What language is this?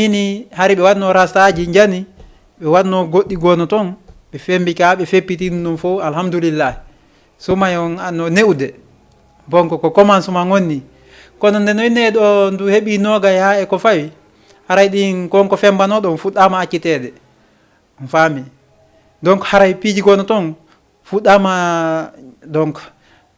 Fula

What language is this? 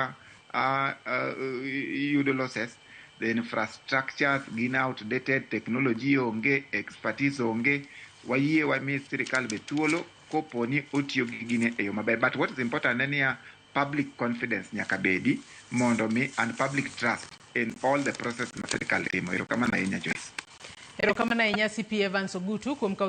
Luo (Kenya and Tanzania)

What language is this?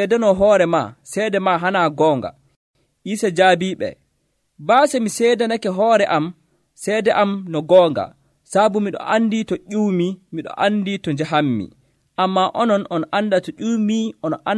Nigerian Fulfulde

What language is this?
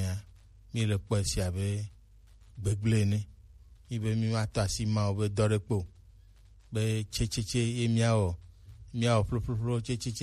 Gen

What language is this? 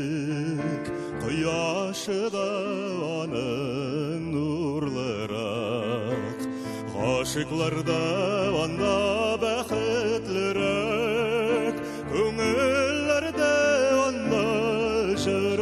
Tatar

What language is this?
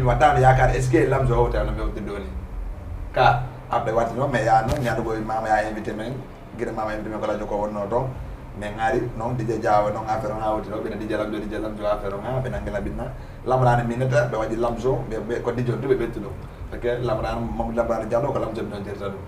Fula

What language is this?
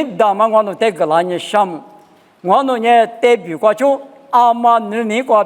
Lisu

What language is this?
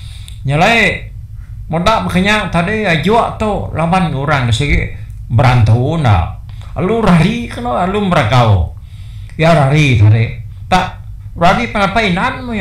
Iban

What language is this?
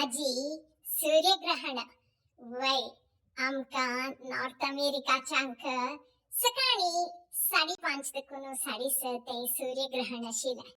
Konkani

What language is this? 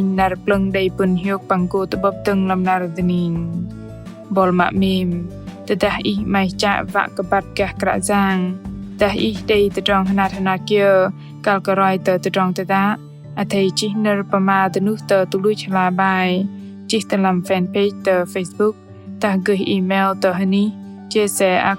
Bahnar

